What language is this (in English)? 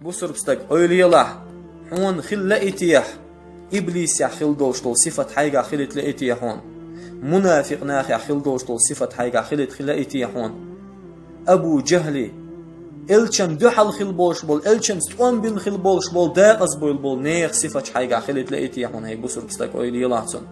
Chechen